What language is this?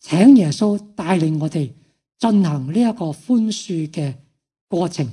Cantonese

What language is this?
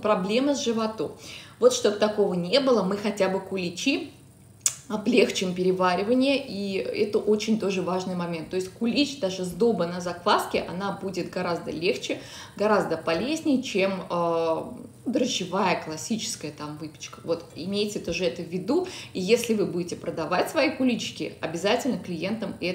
Russian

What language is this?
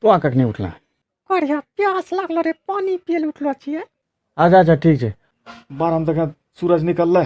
Angika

